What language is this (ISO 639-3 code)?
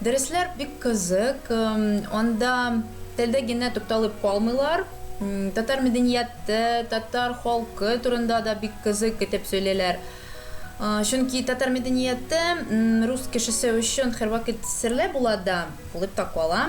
tat